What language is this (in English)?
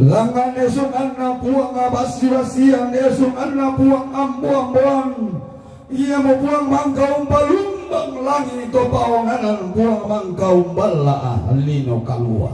Toraja-Sa'dan